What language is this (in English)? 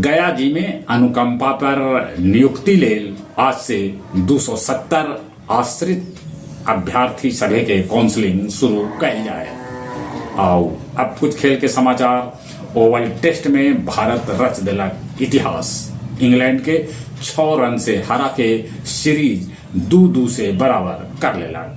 Magahi